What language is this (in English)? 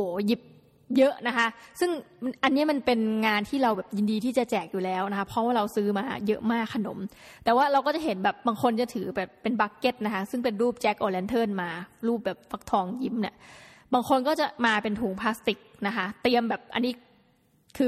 Thai